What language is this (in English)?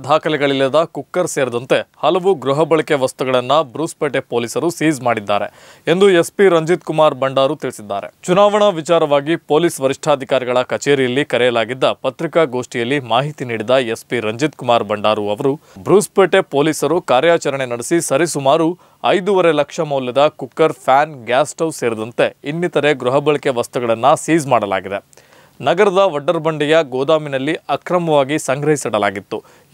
Kannada